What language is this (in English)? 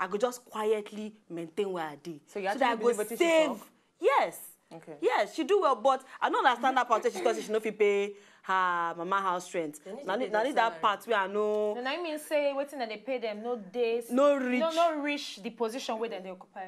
Nigerian Pidgin